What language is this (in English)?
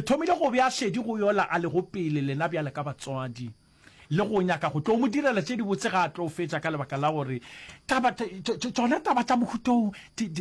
Northern Sotho